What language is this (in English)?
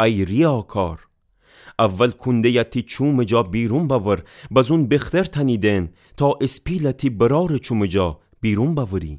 Gilaki